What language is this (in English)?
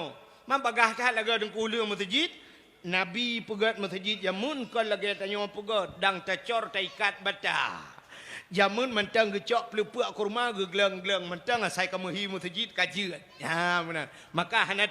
Achinese